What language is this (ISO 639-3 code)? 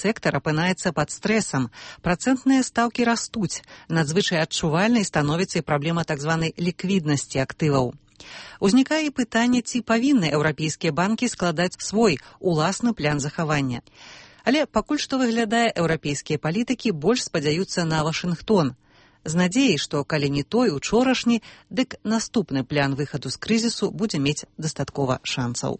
bel